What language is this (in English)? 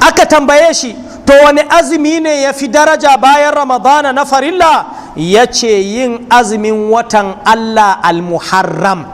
Hausa